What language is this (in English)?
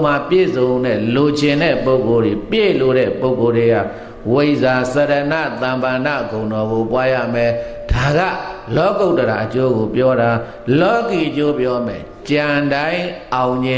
Burmese